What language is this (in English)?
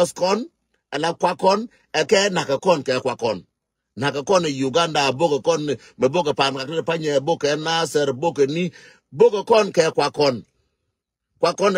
Nuer